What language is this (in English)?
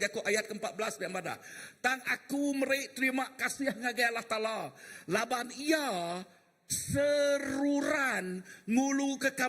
Iban